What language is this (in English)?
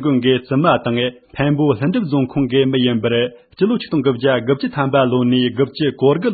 Tibetan